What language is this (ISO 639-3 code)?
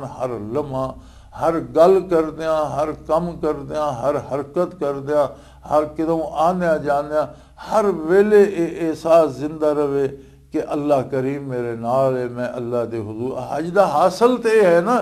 lah